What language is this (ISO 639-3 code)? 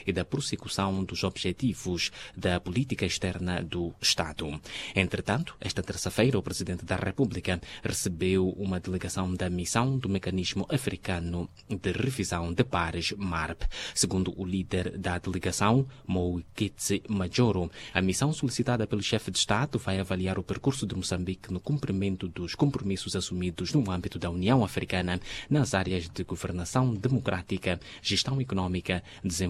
por